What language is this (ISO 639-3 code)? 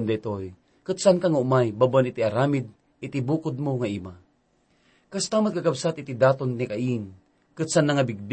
ilo